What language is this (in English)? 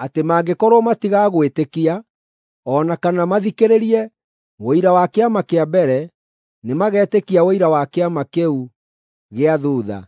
Kikuyu